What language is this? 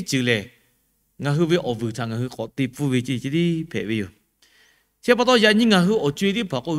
Lahu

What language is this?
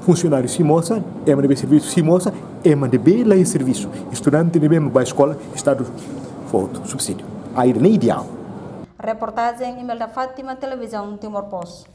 Tetum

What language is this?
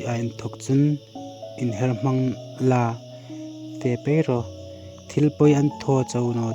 Hmar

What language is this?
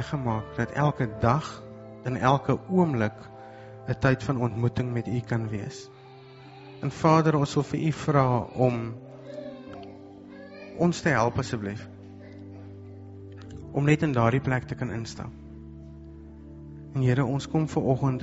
Afrikaans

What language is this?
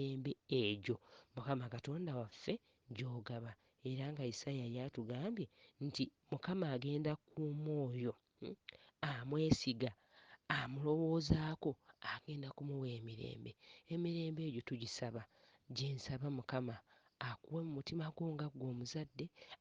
Ganda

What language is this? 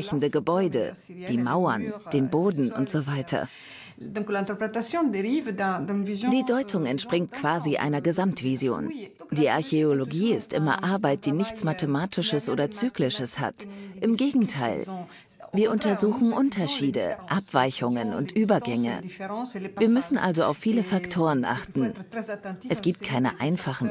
German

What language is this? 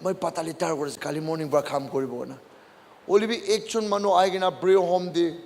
Naga Pidgin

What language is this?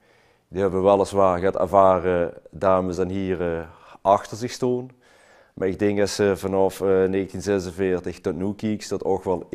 Limburgish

